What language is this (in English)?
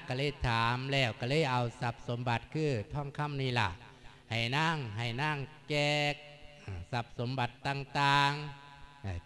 Lao